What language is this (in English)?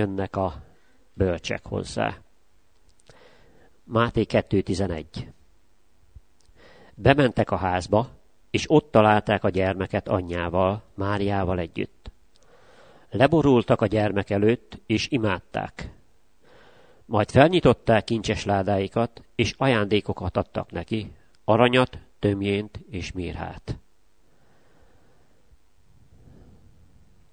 Hungarian